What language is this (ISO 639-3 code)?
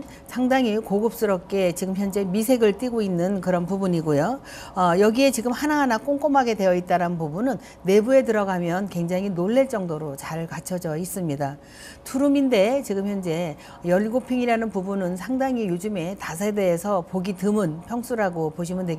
kor